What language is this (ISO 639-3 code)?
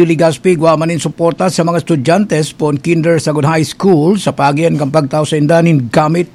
bik